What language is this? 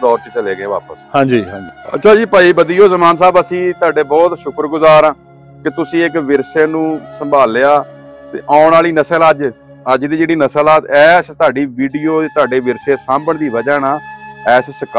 Punjabi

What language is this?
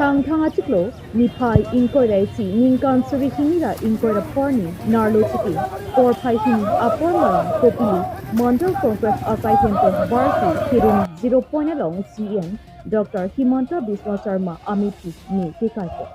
Karbi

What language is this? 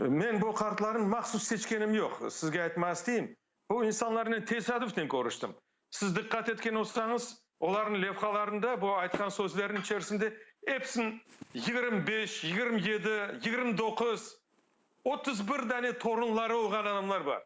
Crimean Tatar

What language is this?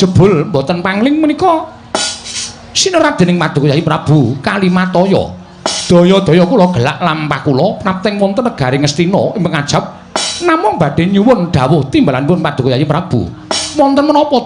Javanese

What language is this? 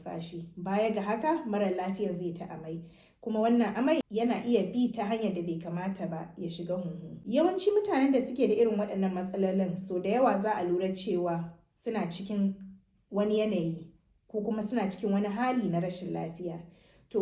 Hausa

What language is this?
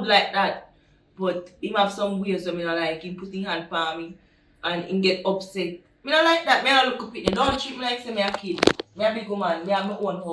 Jamaican Creole English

